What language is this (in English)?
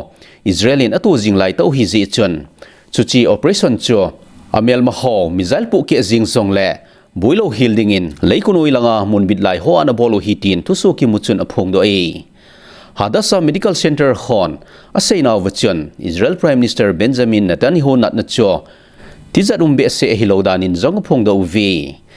Thado Chin